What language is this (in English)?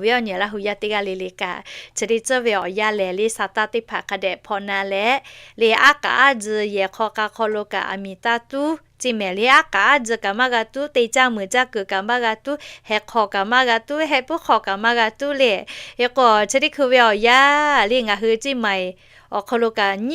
Lahu